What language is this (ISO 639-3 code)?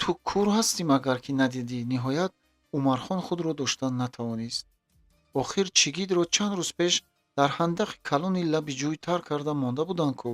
tgk